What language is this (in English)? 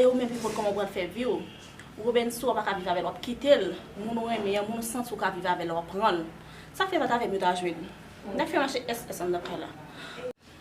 Haitian Creole